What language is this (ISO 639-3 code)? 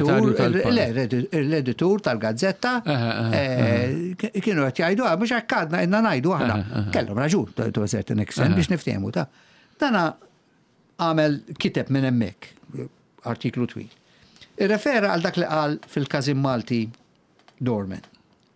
mlt